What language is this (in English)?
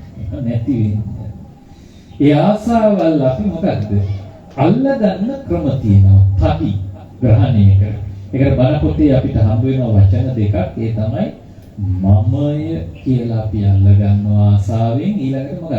Sinhala